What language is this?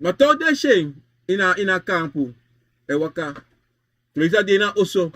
Sranan Tongo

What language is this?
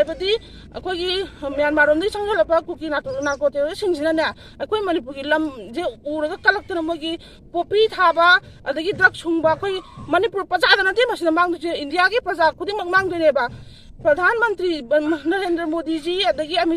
Manipuri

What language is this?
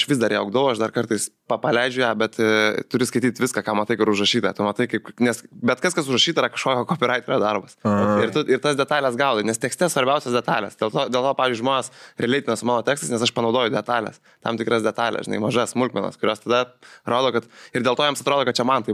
Lithuanian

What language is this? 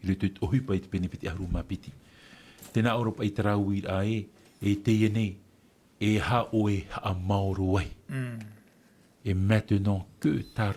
Tahitian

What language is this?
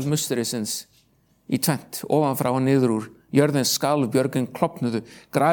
Icelandic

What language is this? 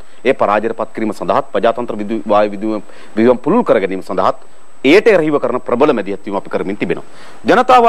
Sinhala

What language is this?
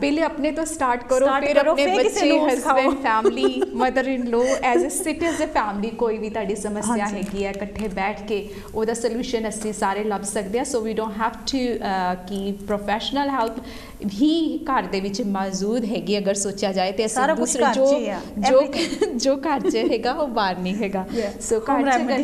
Punjabi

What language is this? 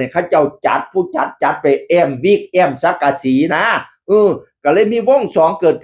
Northeastern Thai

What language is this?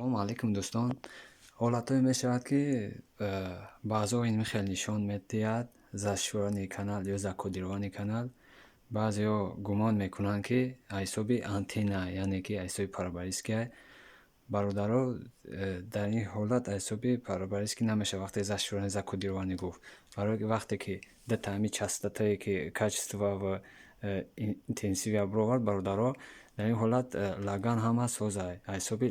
Tajik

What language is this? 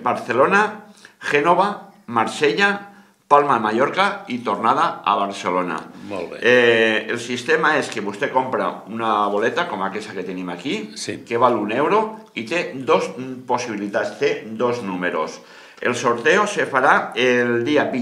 Catalan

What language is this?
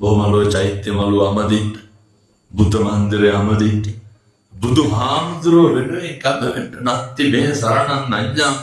Sinhala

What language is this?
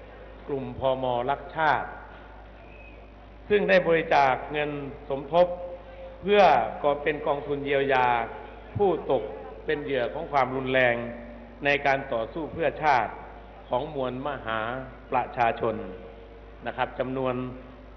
Thai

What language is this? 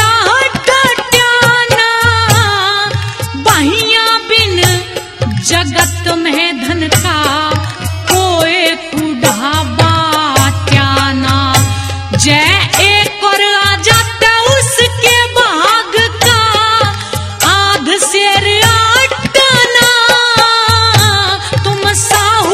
Haryanvi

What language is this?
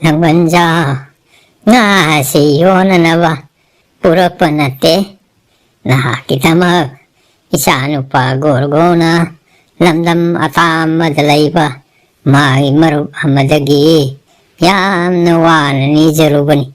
Manipuri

